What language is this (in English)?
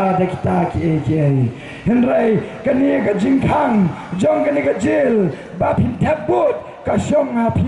Khasi